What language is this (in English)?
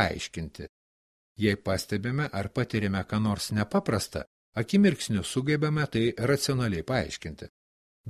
Lithuanian